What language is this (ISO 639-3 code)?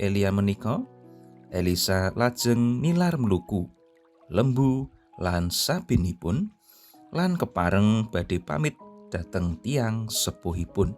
jav